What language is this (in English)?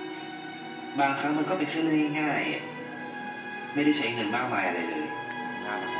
Thai